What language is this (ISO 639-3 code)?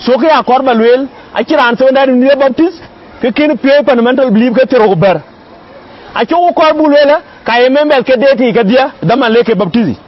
din